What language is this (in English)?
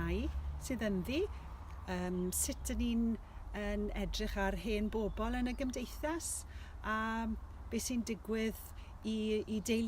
Welsh